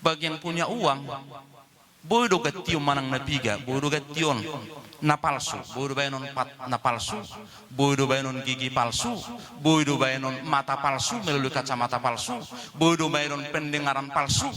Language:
Batak Toba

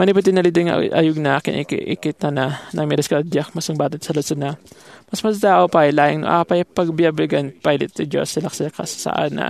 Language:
Iloko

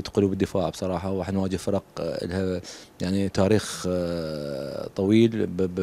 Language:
Mesopotamian Arabic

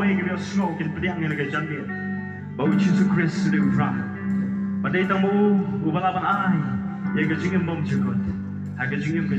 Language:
Khasi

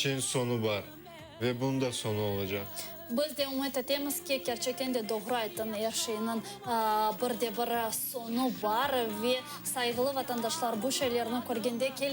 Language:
Crimean Tatar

